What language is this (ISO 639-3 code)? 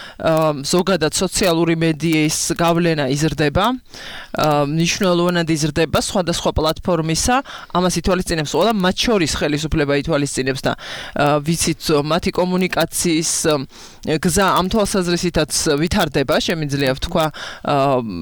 kat